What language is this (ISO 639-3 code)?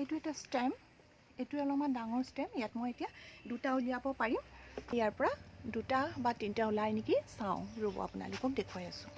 asm